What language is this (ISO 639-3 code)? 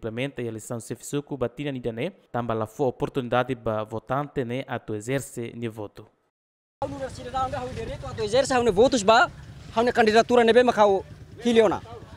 tet